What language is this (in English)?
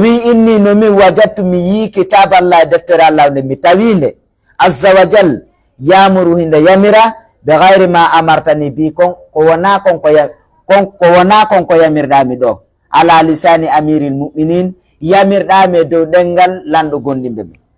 Fula